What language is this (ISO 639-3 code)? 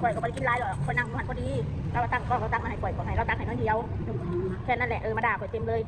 tts